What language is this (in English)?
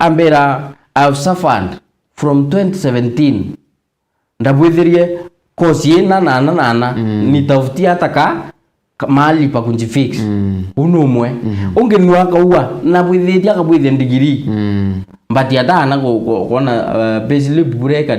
Meru